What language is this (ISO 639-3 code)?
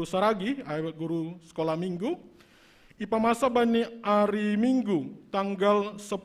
bts